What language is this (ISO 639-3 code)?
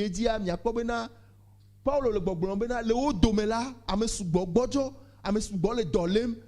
ewe